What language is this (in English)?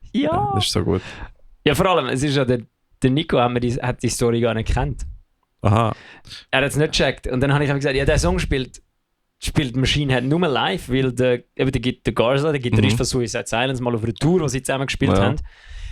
Swiss German